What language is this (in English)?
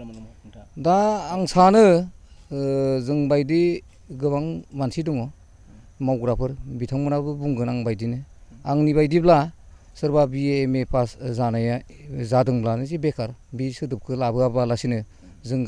Bodo